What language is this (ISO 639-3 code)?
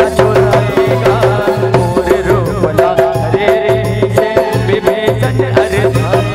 hne